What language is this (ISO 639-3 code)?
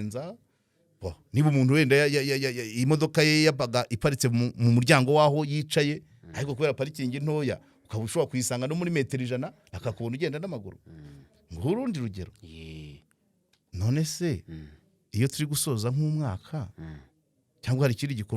kin